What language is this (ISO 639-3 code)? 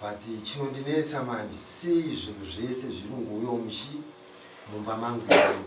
sna